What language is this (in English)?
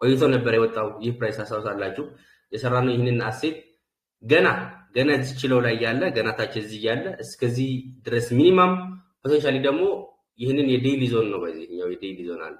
Amharic